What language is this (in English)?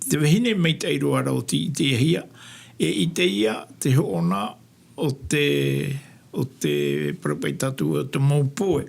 Tahitian